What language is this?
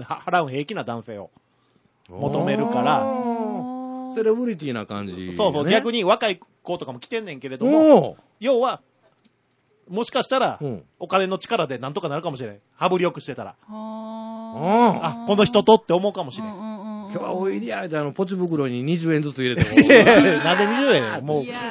Japanese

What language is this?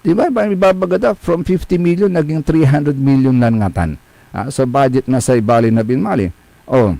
Pangasinan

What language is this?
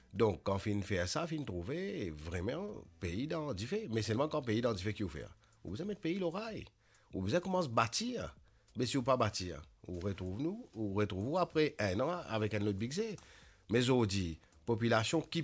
Morisyen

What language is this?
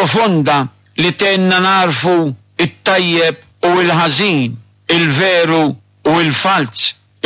Maltese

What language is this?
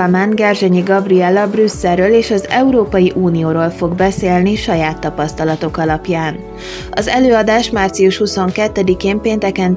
Hungarian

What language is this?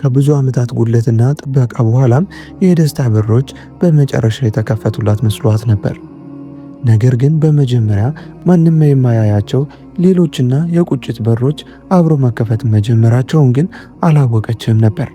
Amharic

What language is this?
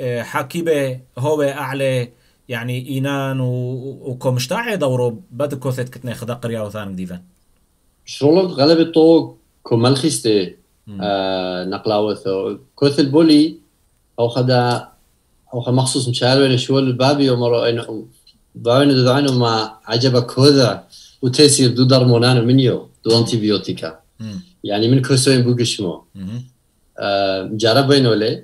Turoyo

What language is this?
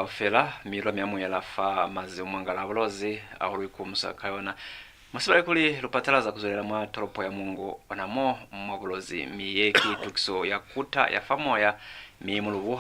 Lozi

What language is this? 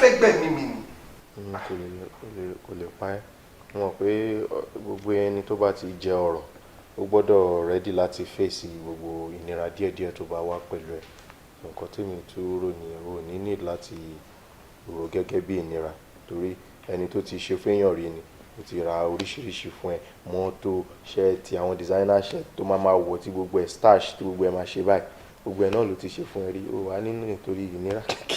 Yoruba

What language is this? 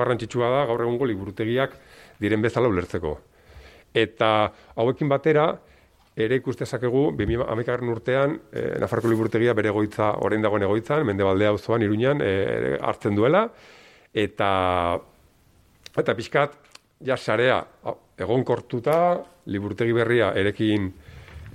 Basque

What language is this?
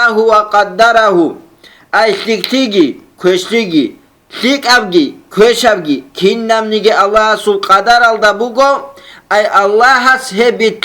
Avaric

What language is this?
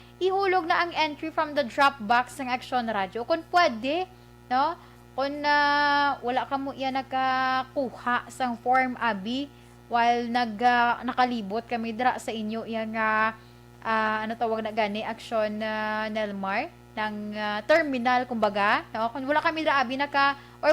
Hiligaynon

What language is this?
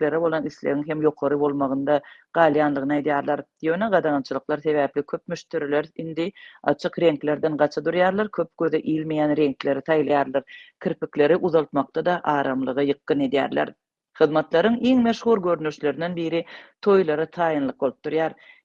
Turkmen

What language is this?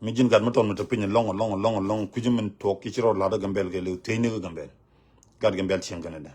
Nuer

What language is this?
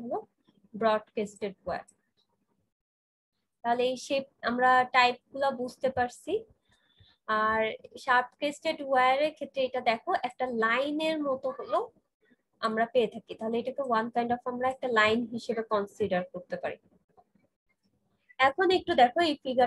Bangla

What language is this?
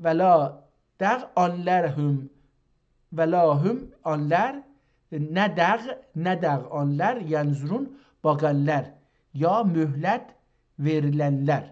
South Azerbaijani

